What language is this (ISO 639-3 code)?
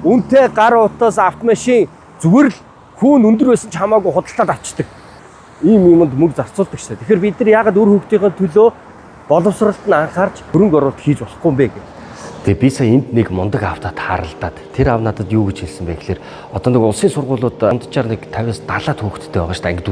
mon